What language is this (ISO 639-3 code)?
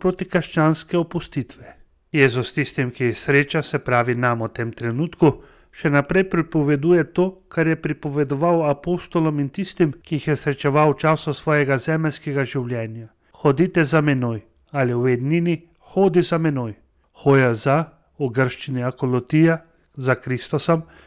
slv